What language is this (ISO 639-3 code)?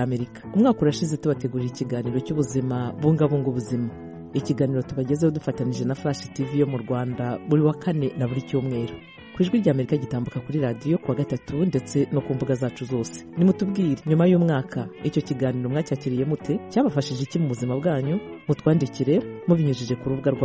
kin